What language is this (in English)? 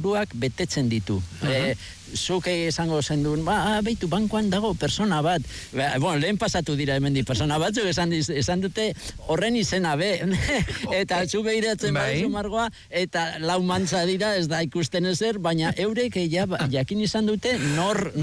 Basque